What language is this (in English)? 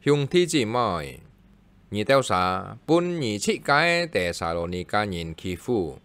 Hakka Chinese